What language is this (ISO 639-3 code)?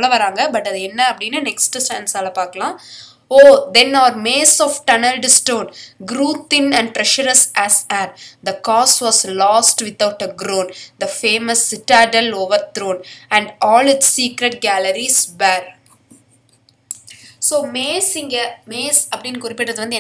tam